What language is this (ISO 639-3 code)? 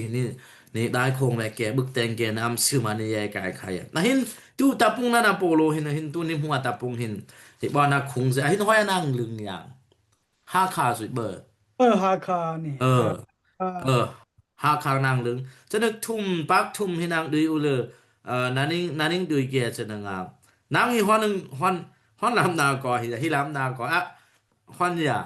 dis